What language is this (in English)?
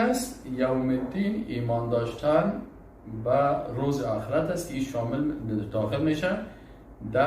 Persian